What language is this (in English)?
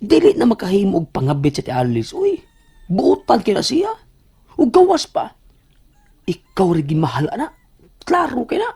Cebuano